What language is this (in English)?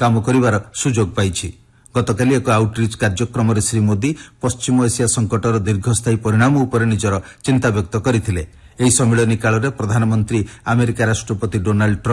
Odia